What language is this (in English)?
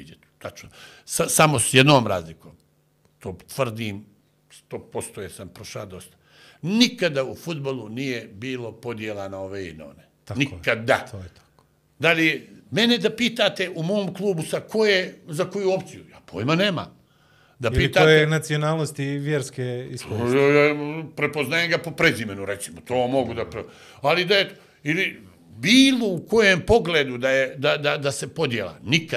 Bosnian